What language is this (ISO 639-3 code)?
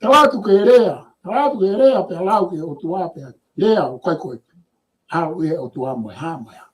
ton